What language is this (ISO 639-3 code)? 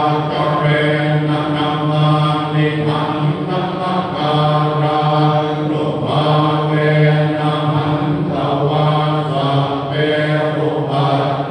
pli